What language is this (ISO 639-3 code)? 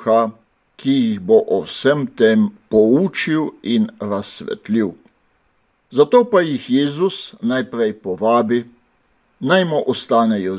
slv